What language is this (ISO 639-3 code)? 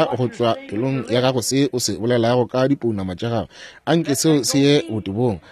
nso